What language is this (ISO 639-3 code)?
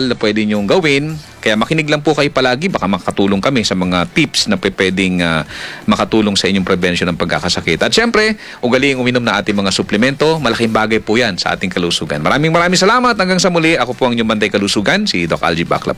fil